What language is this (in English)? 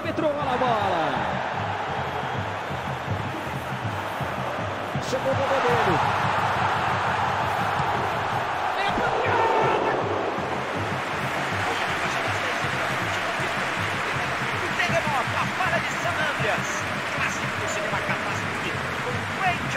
Portuguese